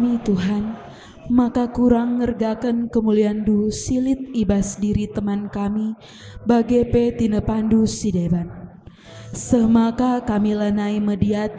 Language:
Batak Karo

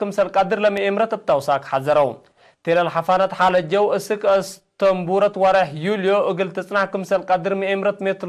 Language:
Tigre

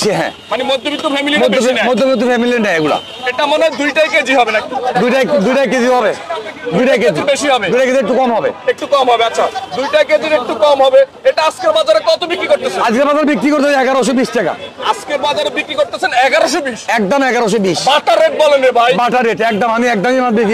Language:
Bangla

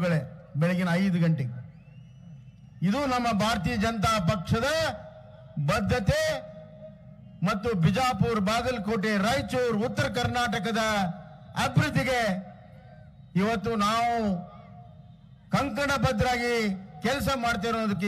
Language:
Kannada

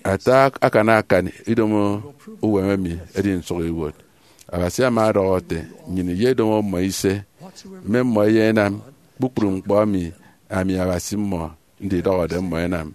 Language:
Efik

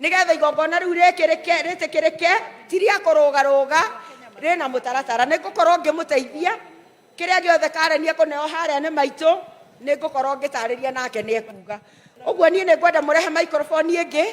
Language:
Kikuyu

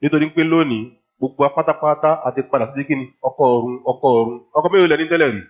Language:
Yoruba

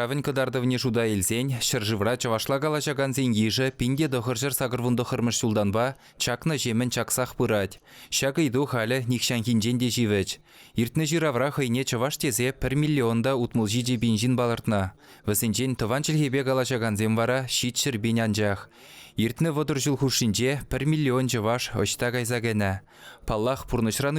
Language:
Chuvash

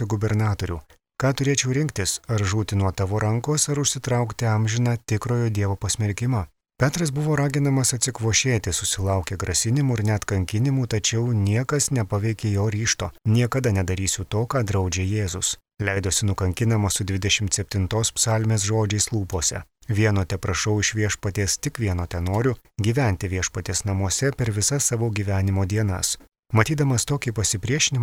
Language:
Lithuanian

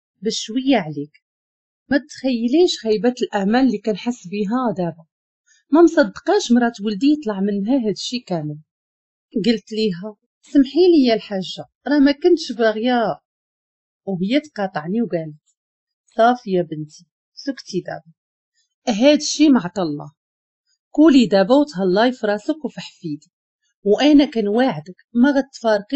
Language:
Moroccan Arabic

